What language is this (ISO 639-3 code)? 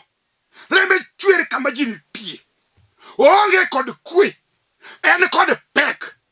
luo